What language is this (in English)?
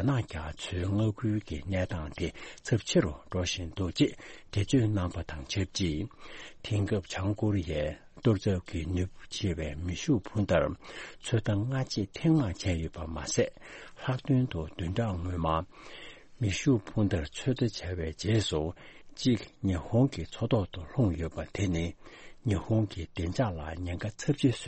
Tibetan